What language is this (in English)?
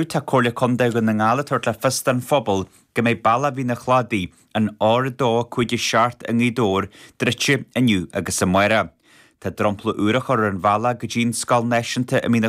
Irish